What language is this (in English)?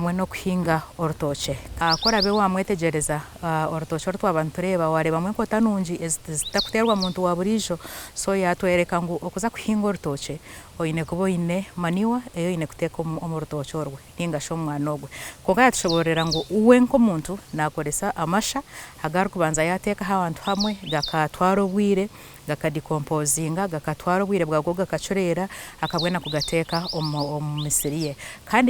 Nyankole